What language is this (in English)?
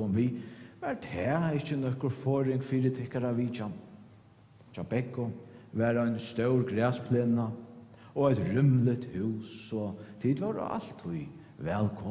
Faroese